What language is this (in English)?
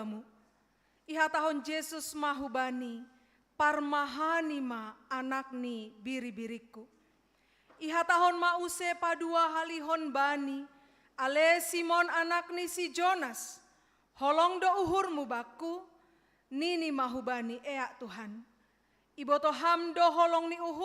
Batak Simalungun